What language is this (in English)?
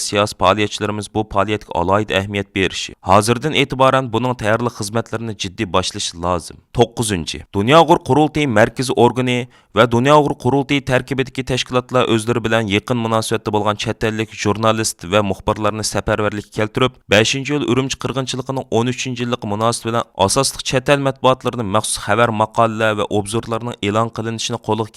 Uyghur